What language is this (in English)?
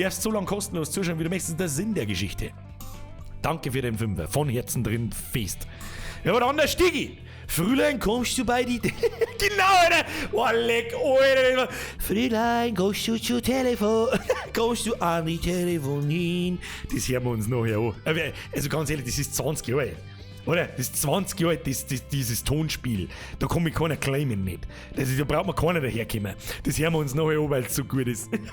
Bavarian